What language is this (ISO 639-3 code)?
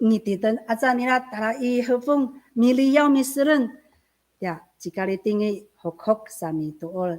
ami